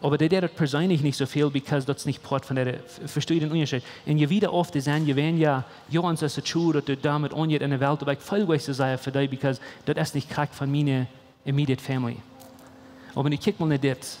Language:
Plautdietsch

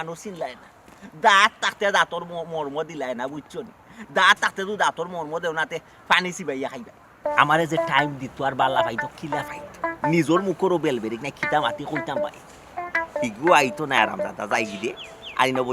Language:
Sylheti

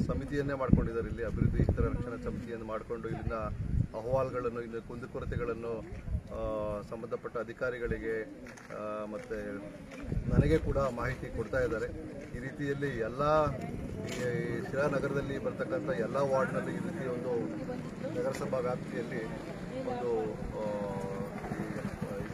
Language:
Kannada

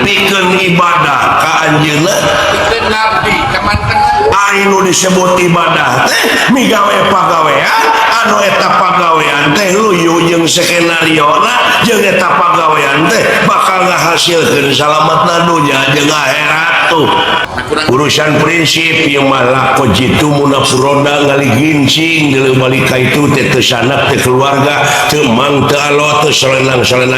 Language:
Sundanese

